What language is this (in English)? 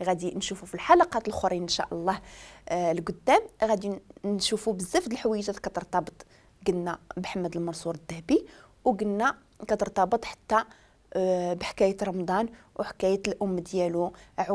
Moroccan Arabic